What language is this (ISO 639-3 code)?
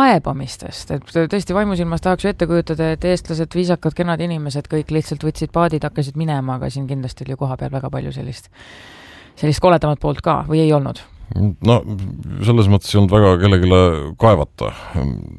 est